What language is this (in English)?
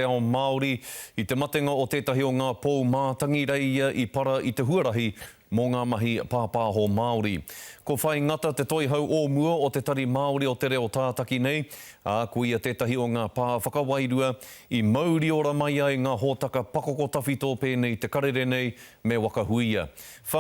Māori